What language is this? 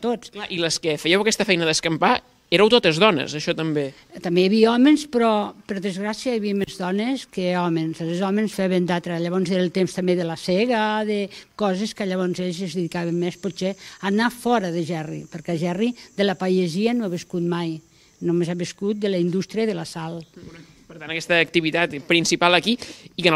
Catalan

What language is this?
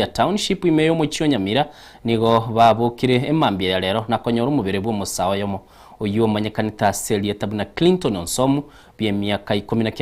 Gusii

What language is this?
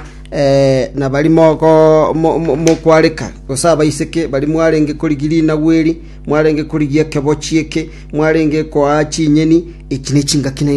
Gusii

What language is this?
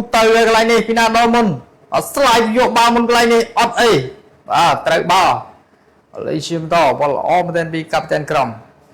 Khmer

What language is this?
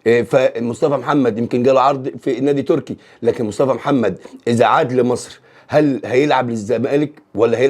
Egyptian Arabic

